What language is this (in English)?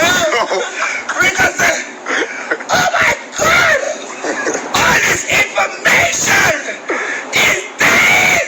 Jamaican Creole English